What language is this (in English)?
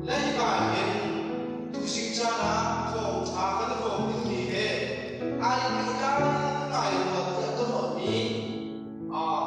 Hakha Chin